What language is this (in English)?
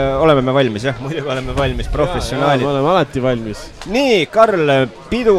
Estonian